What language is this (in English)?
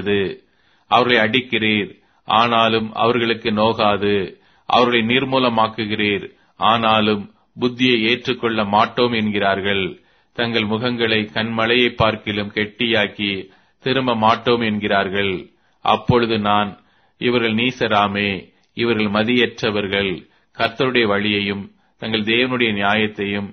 Tamil